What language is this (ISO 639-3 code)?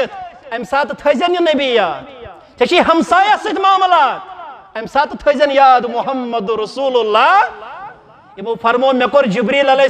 kas